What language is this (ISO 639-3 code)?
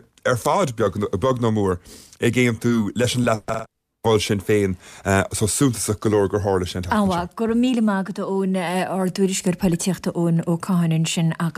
gle